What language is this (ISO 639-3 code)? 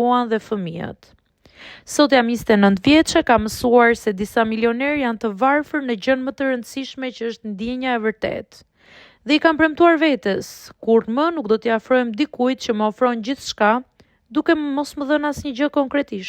sqi